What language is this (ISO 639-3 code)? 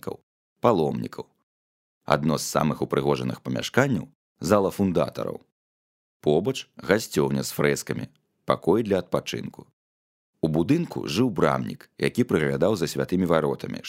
bel